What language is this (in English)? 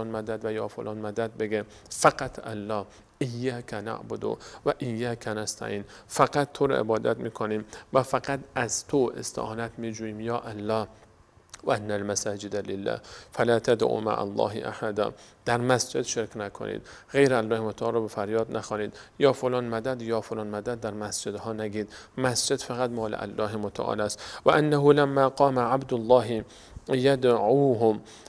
Persian